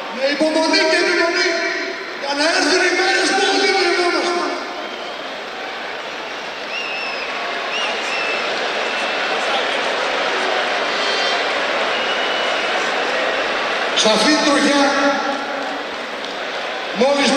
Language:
Greek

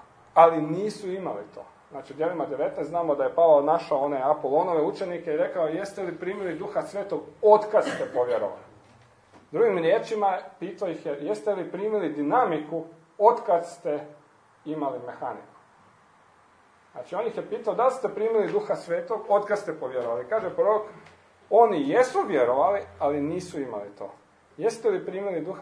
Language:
Croatian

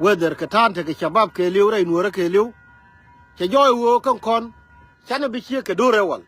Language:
Nuer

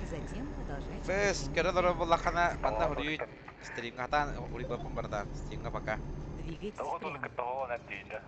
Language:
Yakut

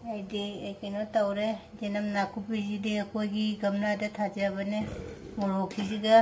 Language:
Manipuri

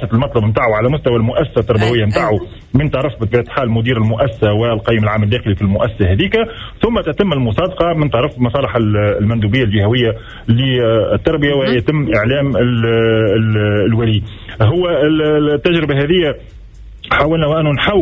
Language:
Tunisian Arabic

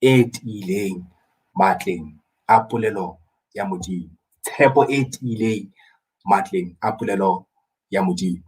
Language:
Southern Sotho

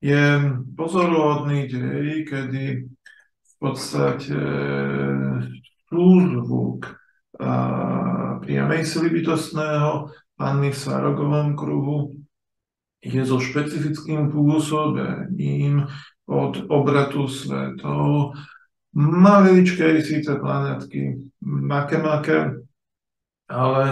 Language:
Slovak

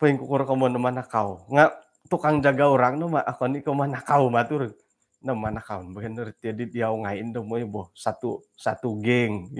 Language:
Central Dusun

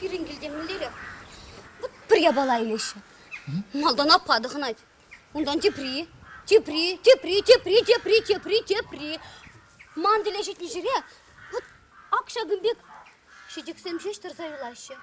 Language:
Chuvash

